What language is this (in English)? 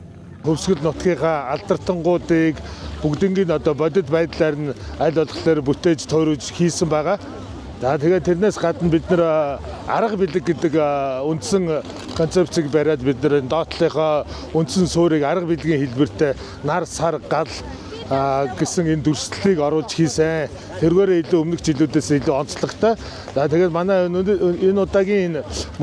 Mongolian